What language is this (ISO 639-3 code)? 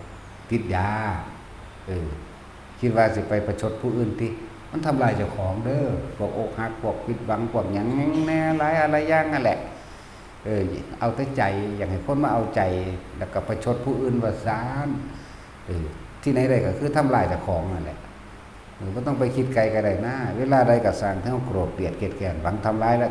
tts